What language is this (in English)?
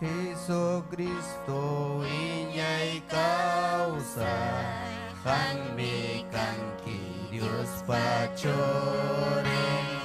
Ayacucho Quechua